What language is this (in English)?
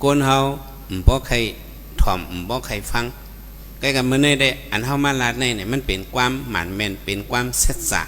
Shan